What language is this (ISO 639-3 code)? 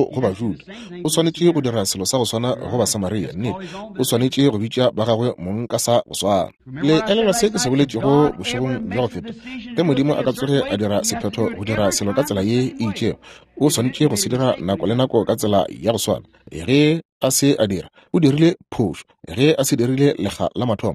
nso